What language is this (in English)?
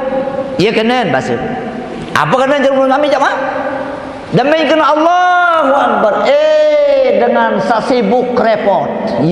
Sasak